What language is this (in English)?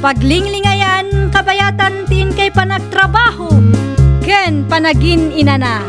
Iloko